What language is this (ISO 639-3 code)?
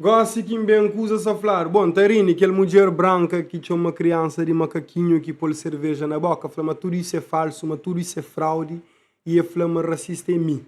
kea